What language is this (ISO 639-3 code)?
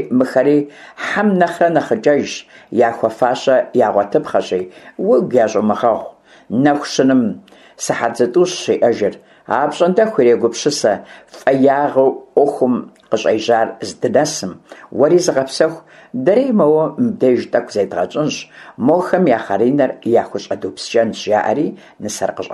kbd